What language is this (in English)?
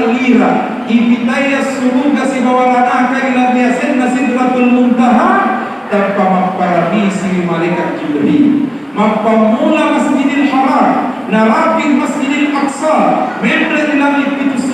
Buginese